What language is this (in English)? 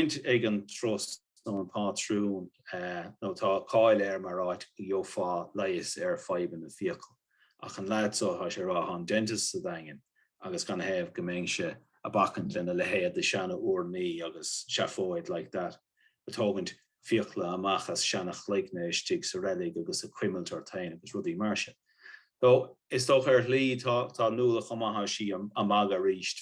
Irish